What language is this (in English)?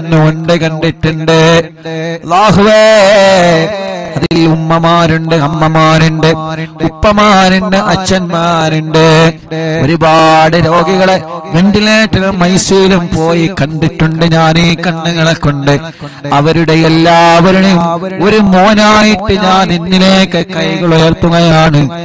Malayalam